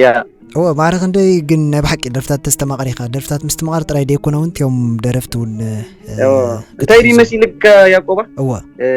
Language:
Tigrinya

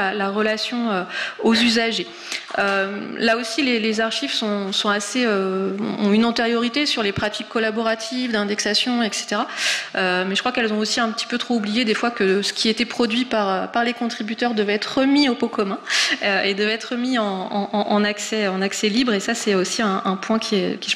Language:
French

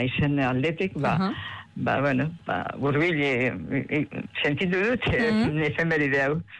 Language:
Basque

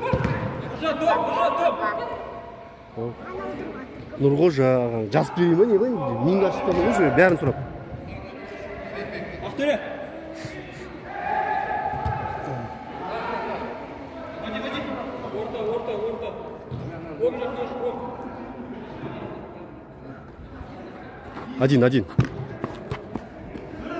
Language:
Kazakh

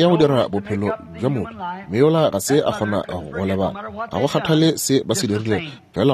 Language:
Northern Sotho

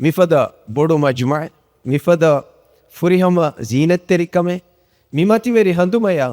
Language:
Divehi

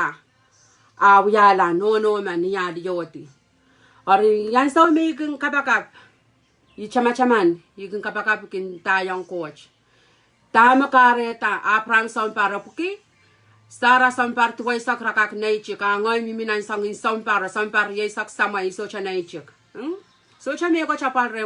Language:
Pohnpeian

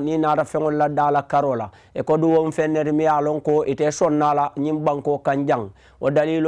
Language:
Mandingo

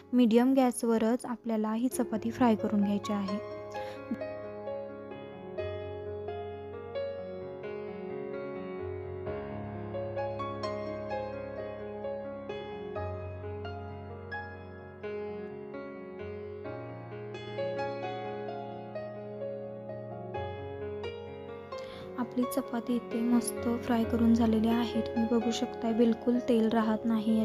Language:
Marathi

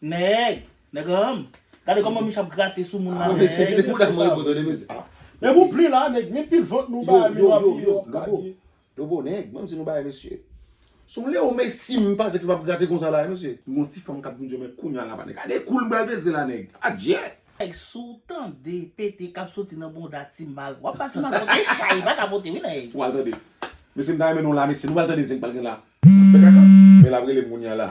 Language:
Haitian Creole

